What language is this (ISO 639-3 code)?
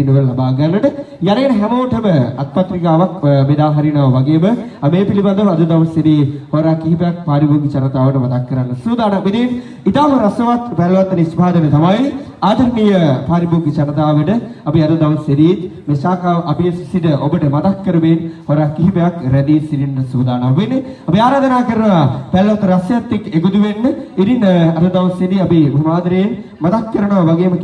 sin